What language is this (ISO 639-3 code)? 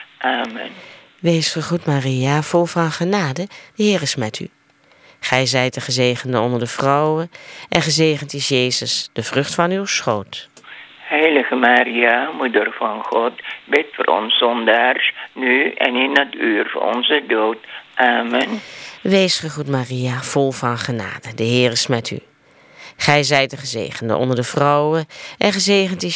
nld